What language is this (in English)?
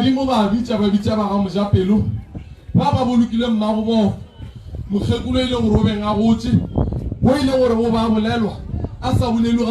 Northern Sotho